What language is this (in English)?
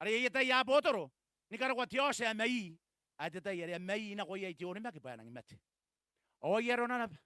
Gilbertese